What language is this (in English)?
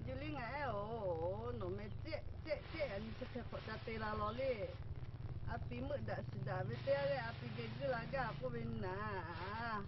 Lahu